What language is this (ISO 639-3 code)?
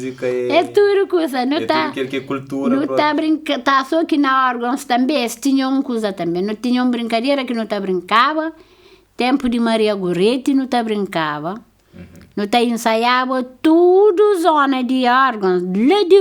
kea